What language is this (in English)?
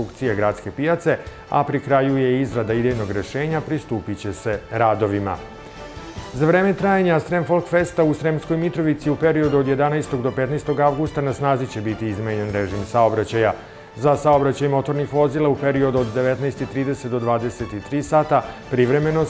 Serbian